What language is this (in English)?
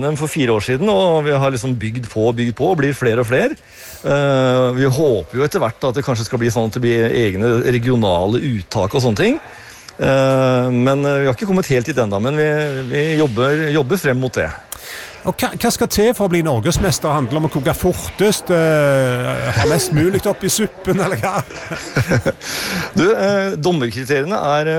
Norwegian